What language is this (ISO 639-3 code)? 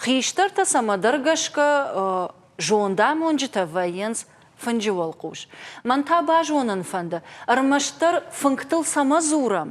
oss